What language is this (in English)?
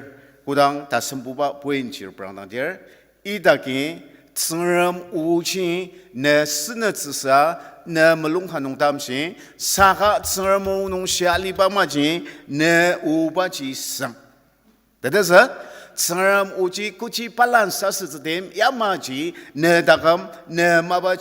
Ao Naga